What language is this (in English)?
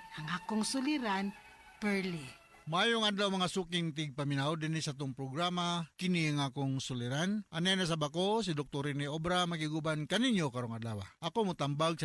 Cebuano